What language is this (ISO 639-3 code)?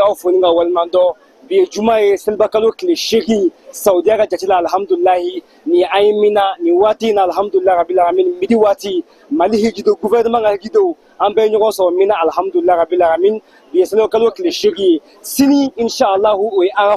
bam